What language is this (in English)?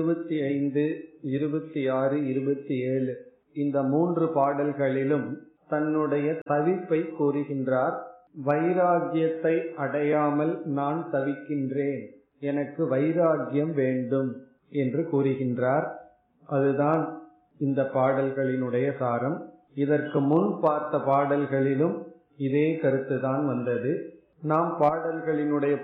Tamil